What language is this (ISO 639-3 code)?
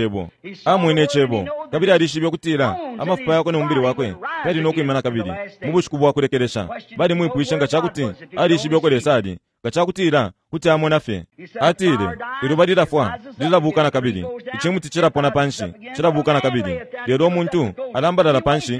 bem